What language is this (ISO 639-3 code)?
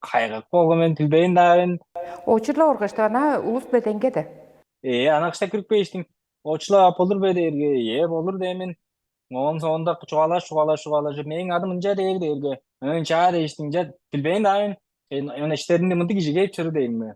tyv